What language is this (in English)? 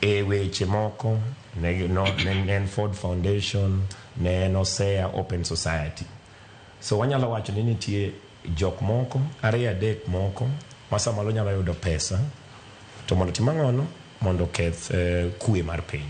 Luo (Kenya and Tanzania)